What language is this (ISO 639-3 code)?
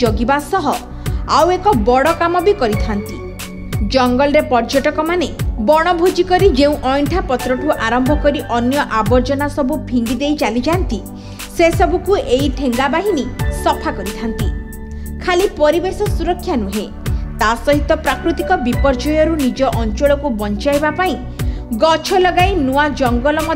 ori